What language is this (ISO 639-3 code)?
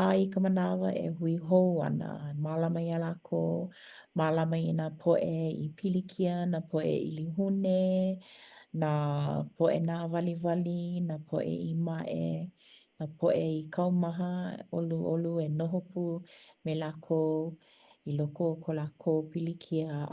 haw